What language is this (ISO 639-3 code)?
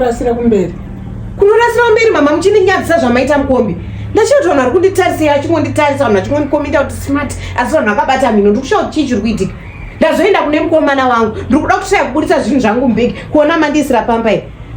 sna